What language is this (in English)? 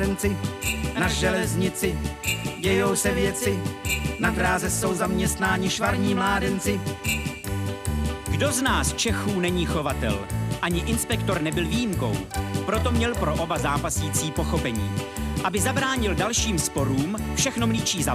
Czech